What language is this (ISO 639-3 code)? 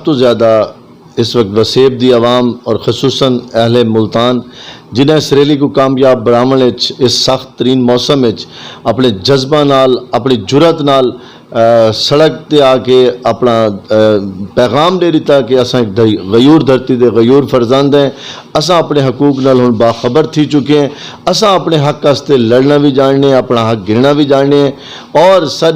skr